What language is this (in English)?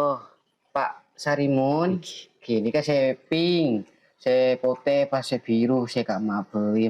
Madurese